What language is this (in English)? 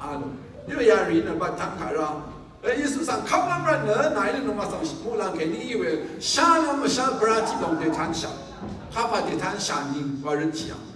Rawang